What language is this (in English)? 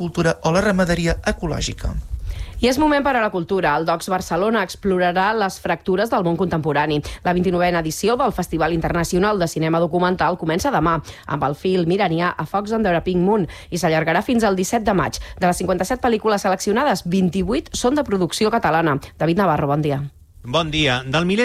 Catalan